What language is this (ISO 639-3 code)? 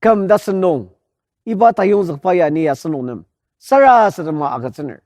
njo